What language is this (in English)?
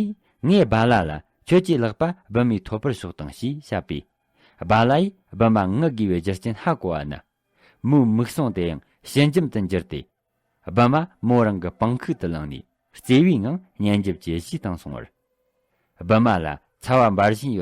Tibetan